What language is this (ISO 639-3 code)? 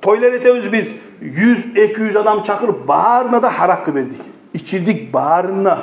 kum